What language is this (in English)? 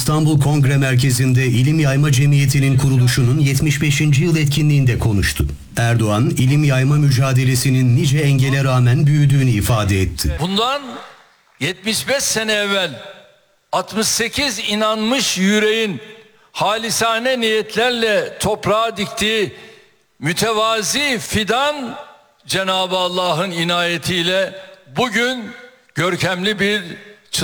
Turkish